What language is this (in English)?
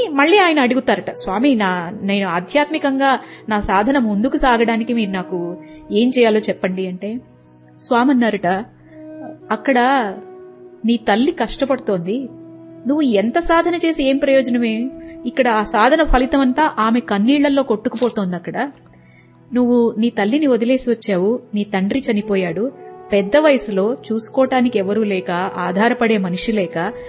Telugu